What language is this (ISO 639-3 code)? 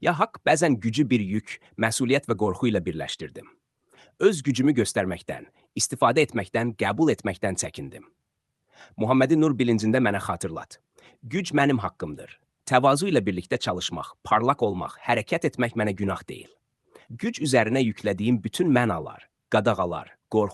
aze